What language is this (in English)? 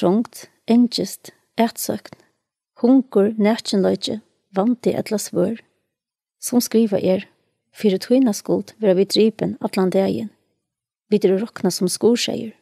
Faroese